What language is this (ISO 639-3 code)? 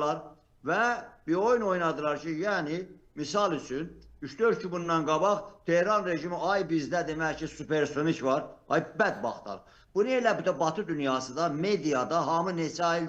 aze